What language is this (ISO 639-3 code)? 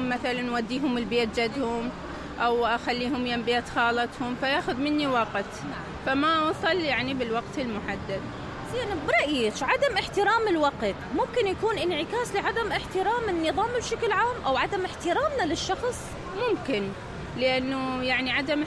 acm